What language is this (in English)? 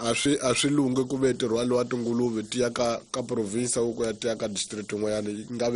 Tsonga